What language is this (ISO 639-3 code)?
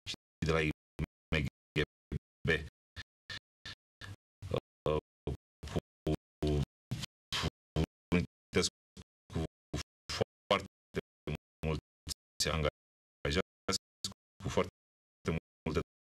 ron